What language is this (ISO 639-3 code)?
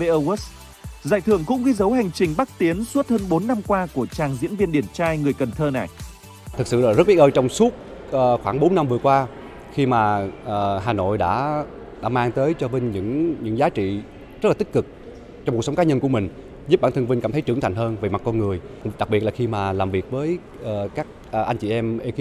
vie